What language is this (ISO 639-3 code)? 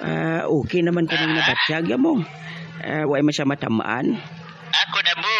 hil